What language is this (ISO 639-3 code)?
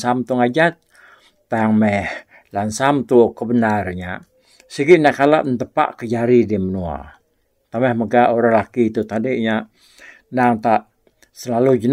iba